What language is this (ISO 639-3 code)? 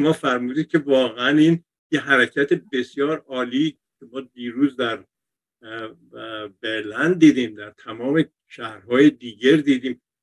fas